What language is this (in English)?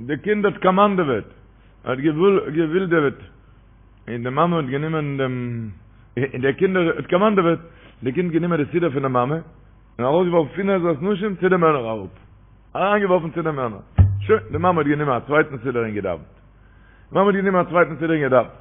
Yiddish